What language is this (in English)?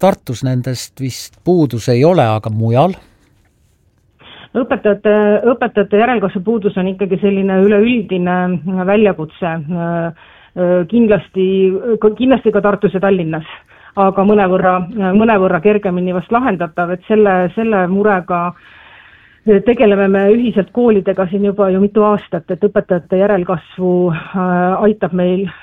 Estonian